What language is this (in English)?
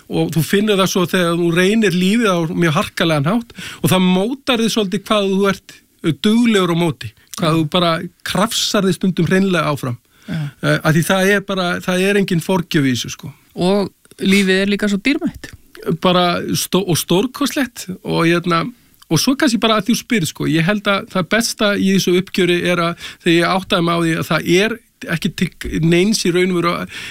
Icelandic